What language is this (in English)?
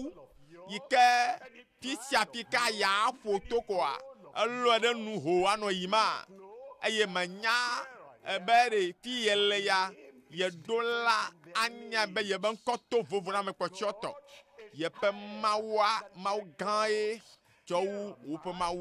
Ewe